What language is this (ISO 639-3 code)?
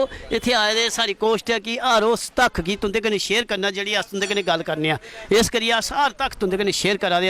doi